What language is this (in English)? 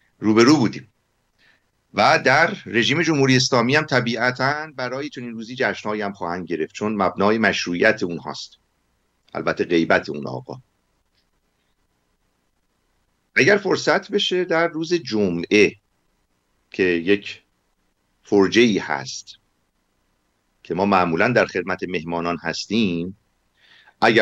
Persian